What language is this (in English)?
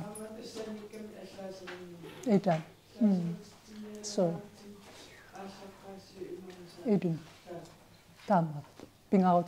Kalaallisut